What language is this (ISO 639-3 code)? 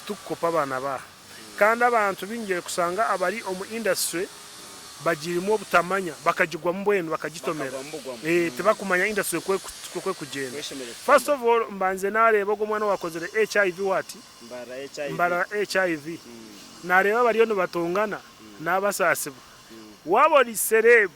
nyn